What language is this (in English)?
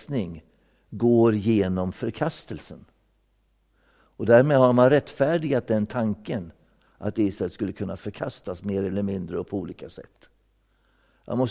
Swedish